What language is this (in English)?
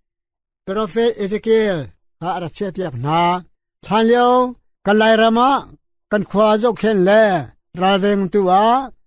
Hakha Chin